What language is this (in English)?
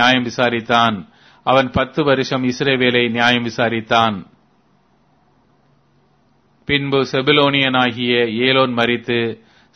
Tamil